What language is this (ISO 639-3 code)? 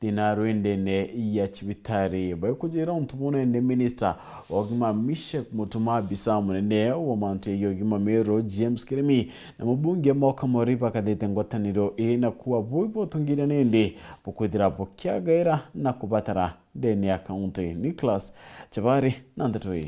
mer